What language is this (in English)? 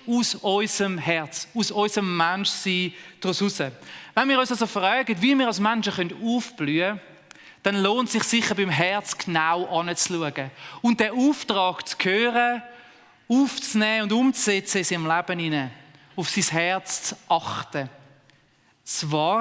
Swiss German